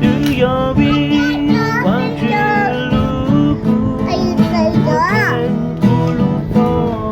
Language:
Hmong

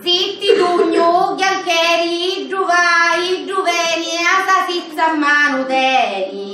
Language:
Sicilian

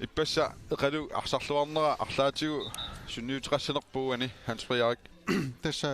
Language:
Kalaallisut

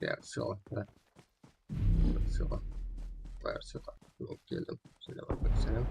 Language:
Kara-Kalpak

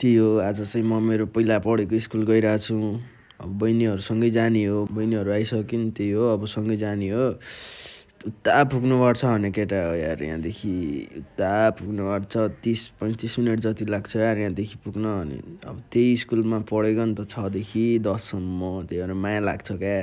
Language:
Nepali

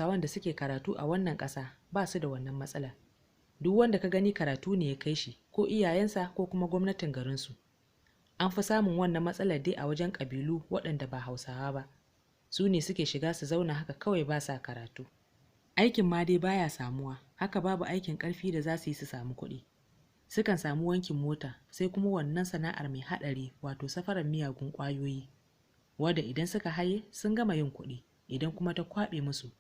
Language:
Hausa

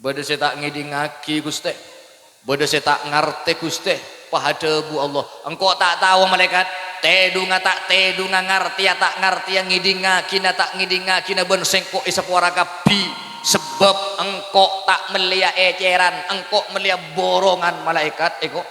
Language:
Madurese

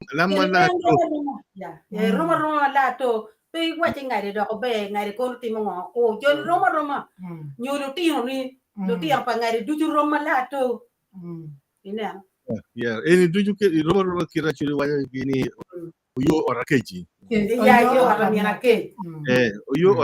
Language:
Acoli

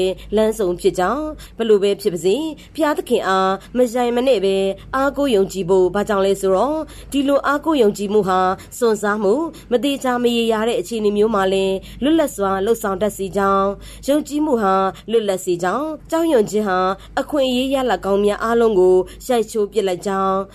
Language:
Burmese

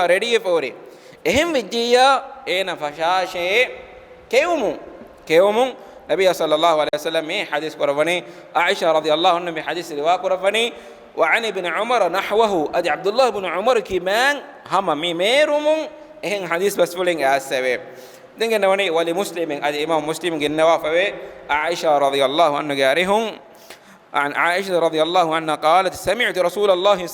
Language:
Divehi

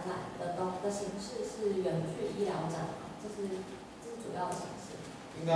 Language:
Chinese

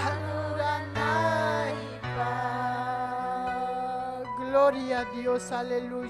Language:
Ayacucho Quechua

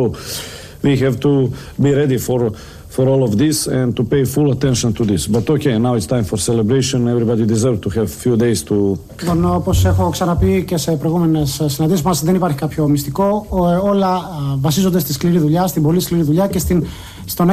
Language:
Greek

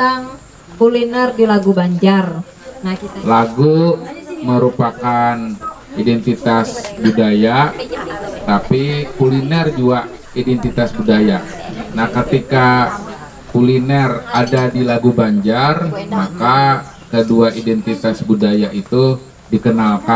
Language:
Banjar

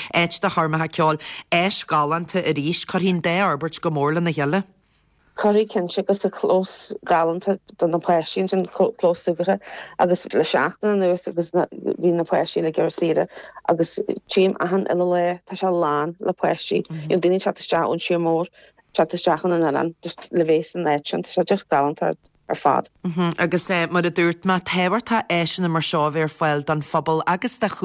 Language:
Irish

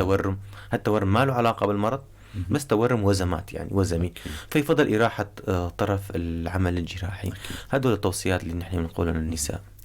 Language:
North Levantine Arabic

